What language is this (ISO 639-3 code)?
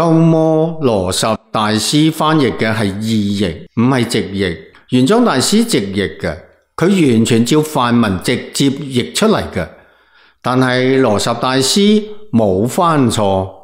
yue